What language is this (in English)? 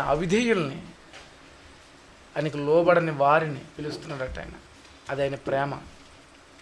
Telugu